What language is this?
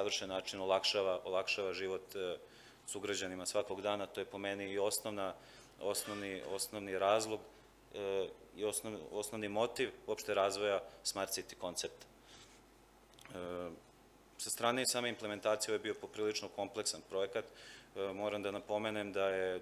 Serbian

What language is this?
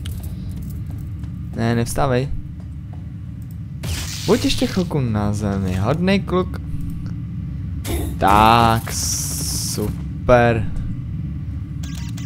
Czech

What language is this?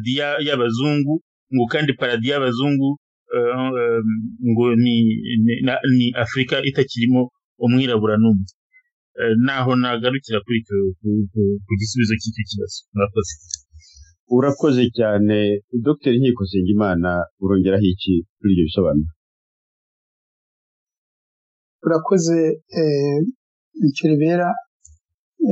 Kinyarwanda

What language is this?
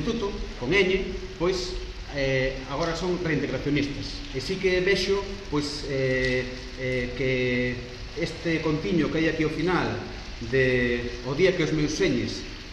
Galician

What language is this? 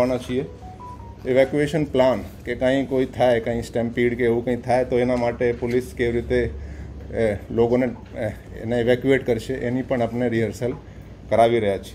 Gujarati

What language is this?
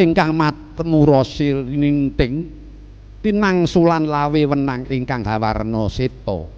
Javanese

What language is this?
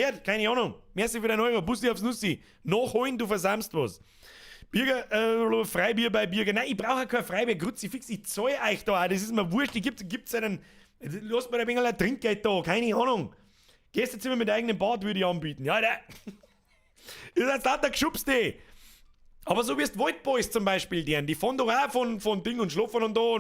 Bavarian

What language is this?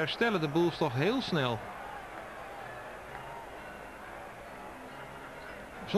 Dutch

